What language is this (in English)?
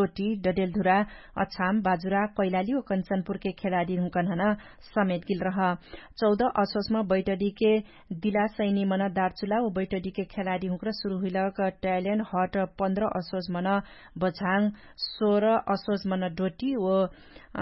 Dangaura Tharu